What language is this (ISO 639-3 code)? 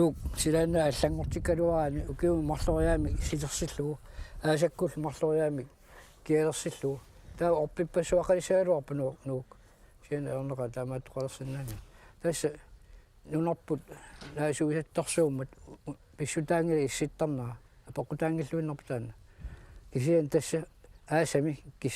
kal